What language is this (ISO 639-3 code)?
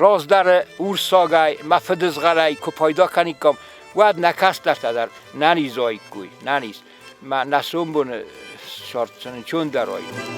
oss